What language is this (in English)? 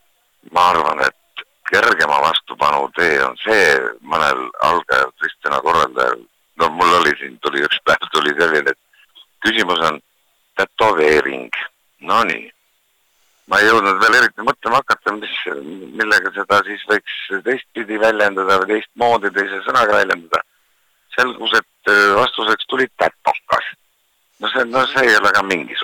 Estonian